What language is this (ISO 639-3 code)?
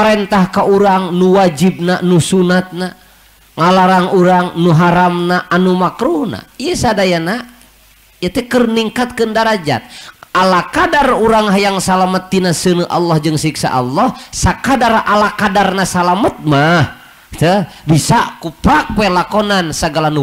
sun